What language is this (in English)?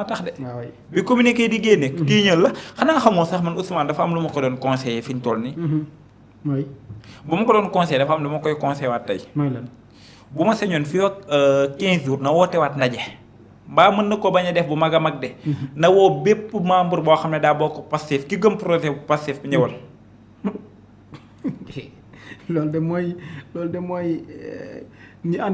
Wolof